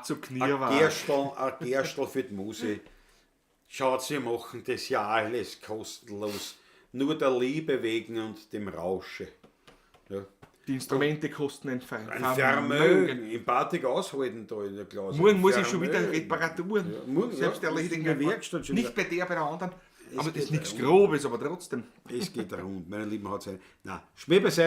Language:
Bavarian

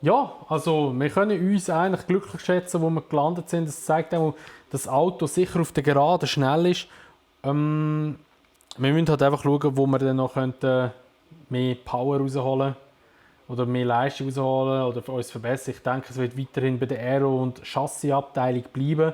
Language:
Swiss German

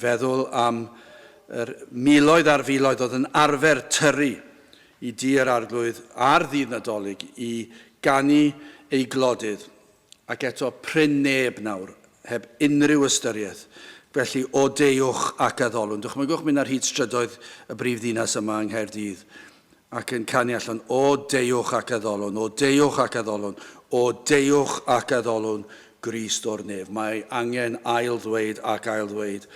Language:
Welsh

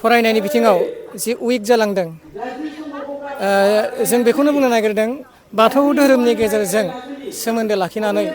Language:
Bodo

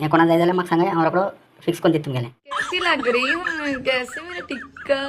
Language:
Konkani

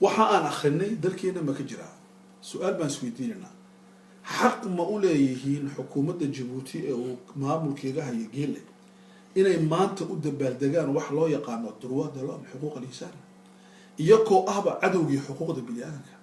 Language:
Somali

